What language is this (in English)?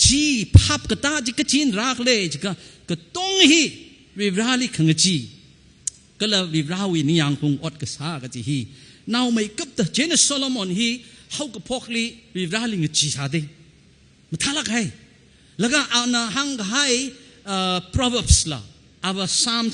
Tangkhul Naga (India)